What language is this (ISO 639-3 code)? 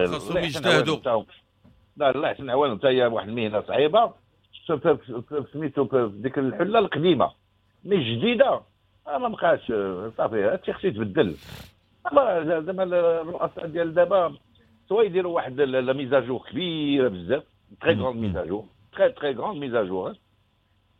ary